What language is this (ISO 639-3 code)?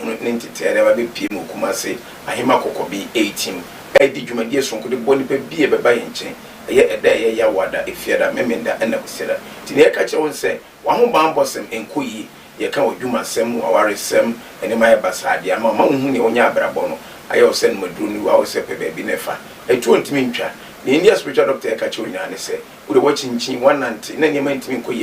aka